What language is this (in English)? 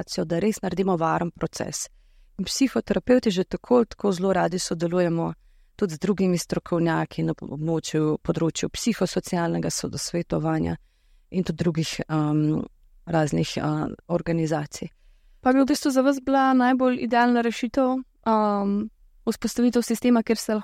Slovenian